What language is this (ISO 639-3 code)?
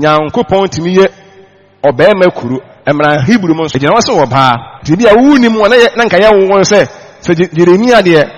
aka